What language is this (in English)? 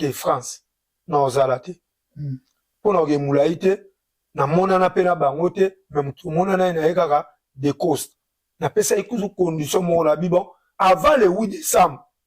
Lingala